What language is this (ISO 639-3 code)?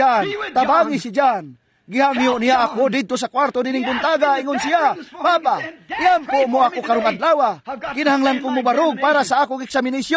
ceb